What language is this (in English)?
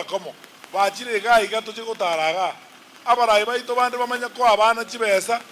Gusii